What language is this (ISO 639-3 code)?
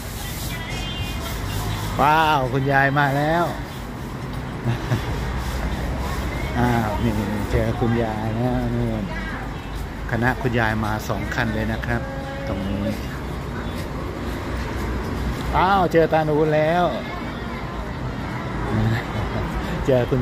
tha